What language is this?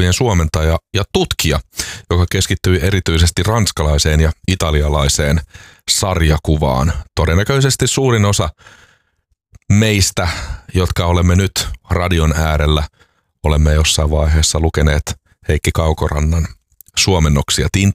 Finnish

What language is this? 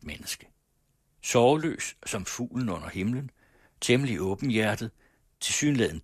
Danish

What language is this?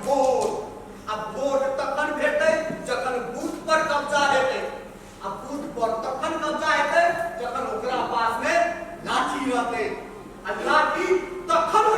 Maithili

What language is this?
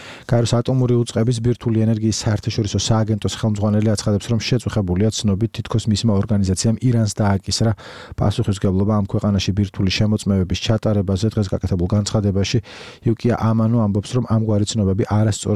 Georgian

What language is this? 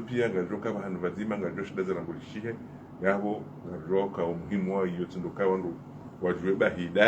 Ngazidja Comorian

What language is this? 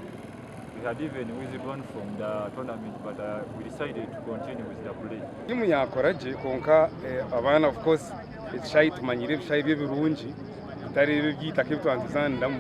Nyankole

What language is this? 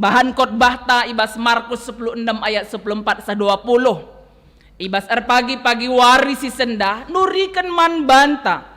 Batak Karo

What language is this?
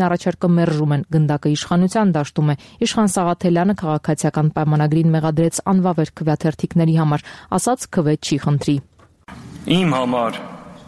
Armenian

